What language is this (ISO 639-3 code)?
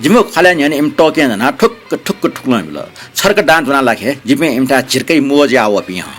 new